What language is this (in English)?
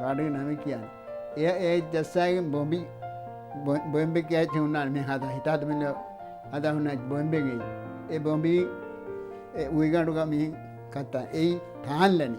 Divehi